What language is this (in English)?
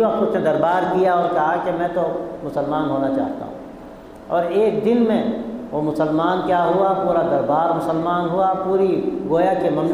Urdu